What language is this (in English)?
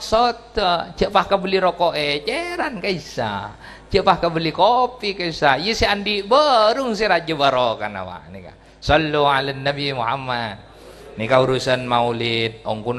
Madurese